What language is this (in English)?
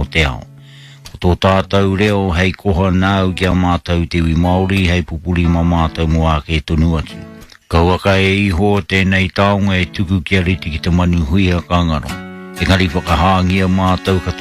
Māori